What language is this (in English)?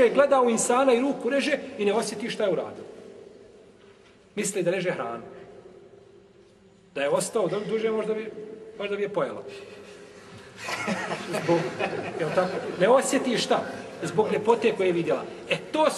Bosnian